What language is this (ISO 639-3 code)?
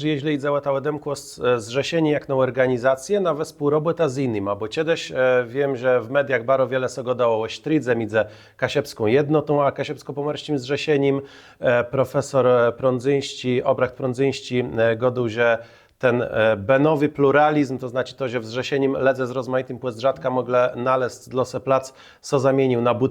csb